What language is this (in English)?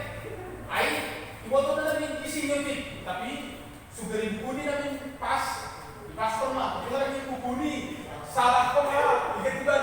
Batak Simalungun